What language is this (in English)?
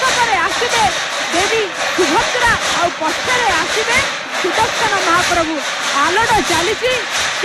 Odia